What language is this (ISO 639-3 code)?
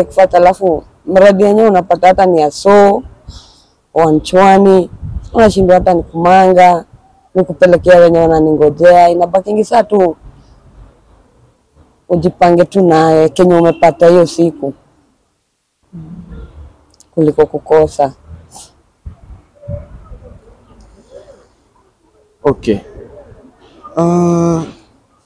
swa